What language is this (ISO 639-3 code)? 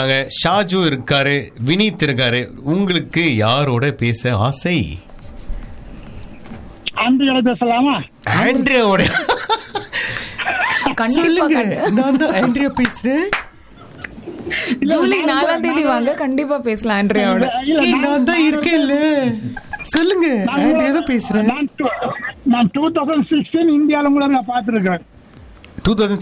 tam